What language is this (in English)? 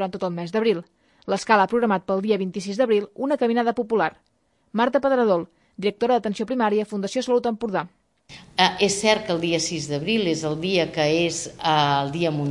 Catalan